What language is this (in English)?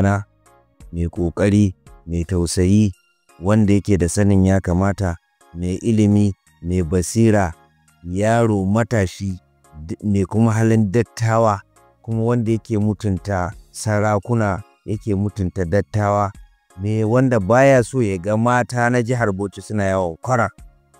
Hausa